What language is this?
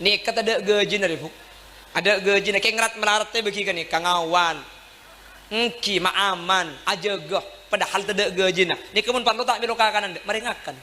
Madurese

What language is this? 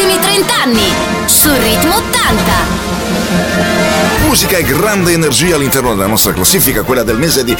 Italian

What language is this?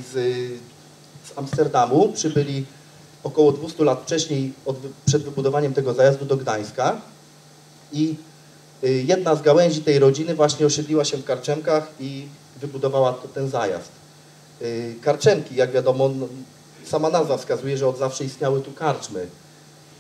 Polish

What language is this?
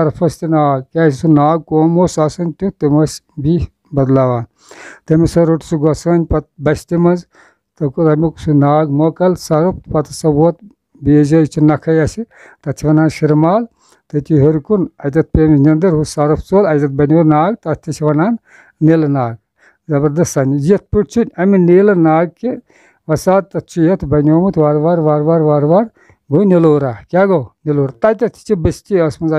Kashmiri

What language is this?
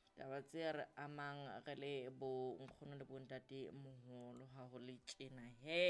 Southern Sotho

